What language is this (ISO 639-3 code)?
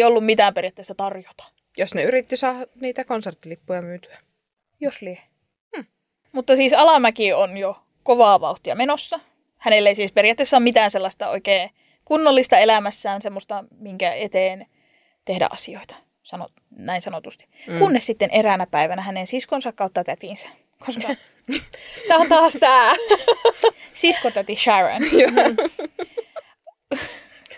fin